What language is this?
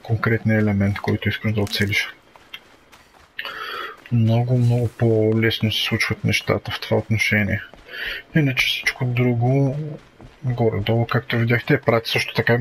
Bulgarian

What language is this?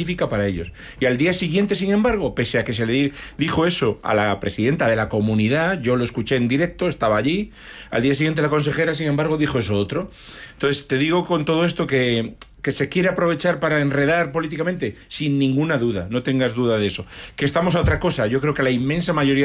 Spanish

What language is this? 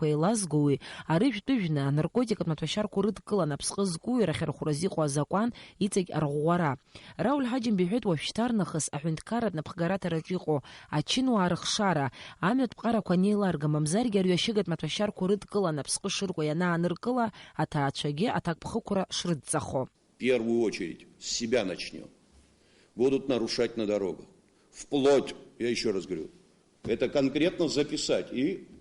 Abkhazian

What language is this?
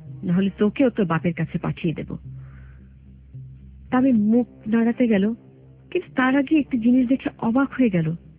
Bangla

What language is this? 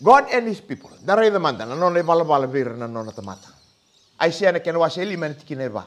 Fijian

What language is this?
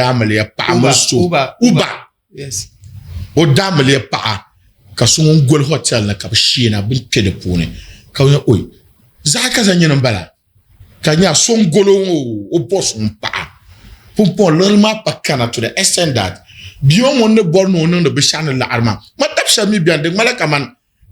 Dagbani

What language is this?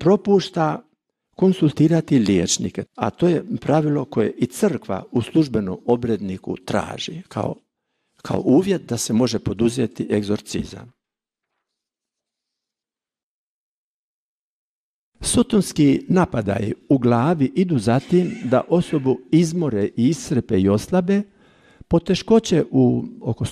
Croatian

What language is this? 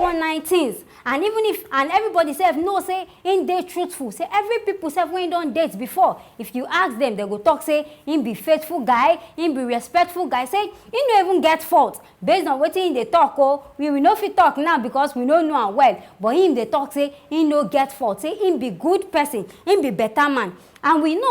Nigerian Pidgin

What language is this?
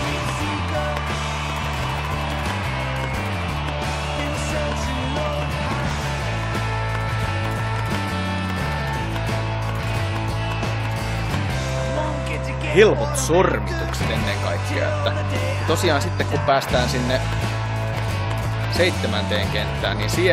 Finnish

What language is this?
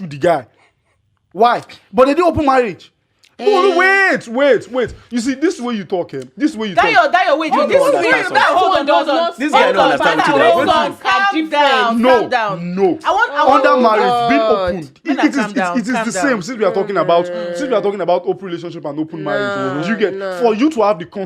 Nigerian Pidgin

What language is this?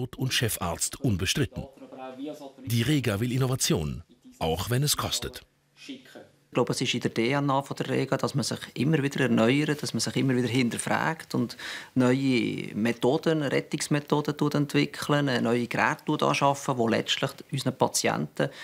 German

